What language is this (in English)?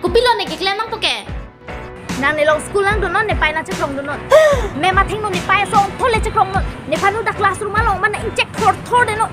Karbi